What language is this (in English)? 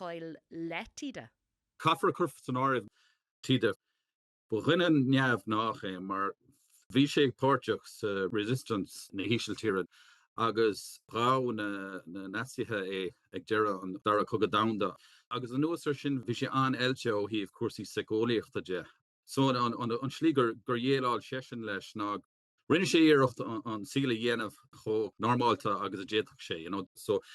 Irish